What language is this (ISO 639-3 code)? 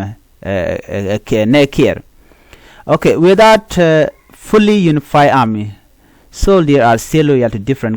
nus